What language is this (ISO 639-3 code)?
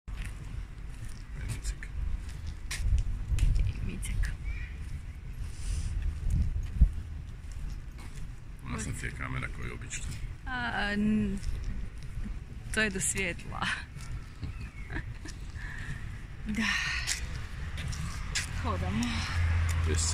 hrv